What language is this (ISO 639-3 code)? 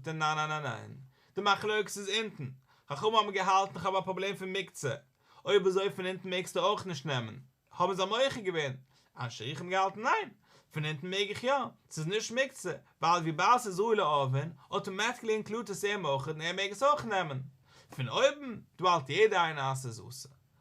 yid